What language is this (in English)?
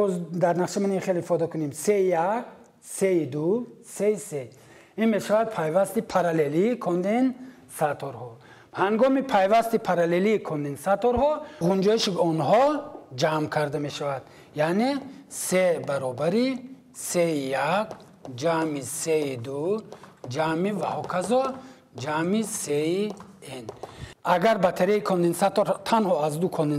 Tajik